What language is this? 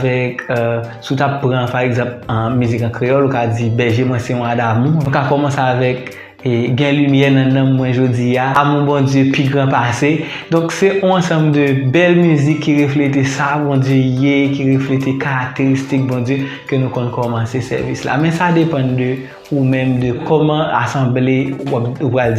Haitian Creole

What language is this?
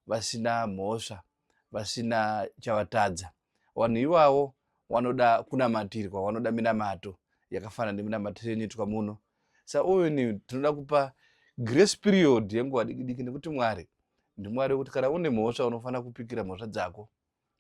Shona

